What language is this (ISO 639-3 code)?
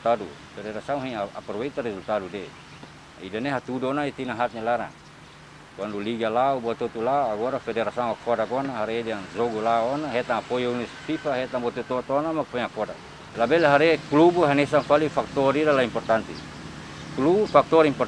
tet